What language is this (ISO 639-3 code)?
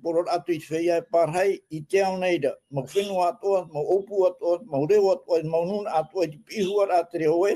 tah